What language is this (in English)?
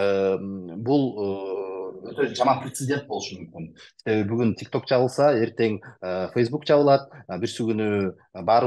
Kyrgyz